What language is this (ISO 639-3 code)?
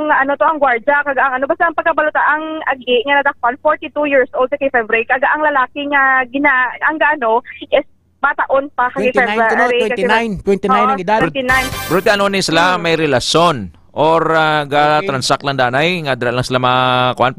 hil